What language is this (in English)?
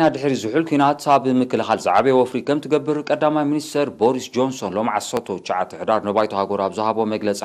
Tigrinya